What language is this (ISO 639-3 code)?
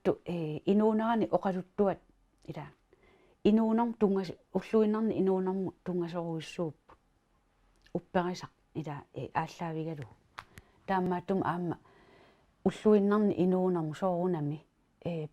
kal